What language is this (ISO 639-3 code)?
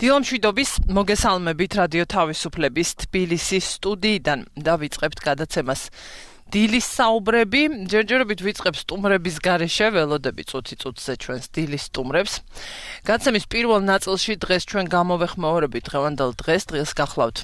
kat